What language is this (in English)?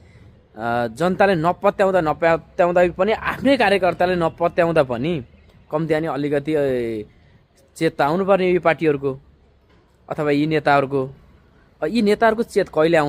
Nepali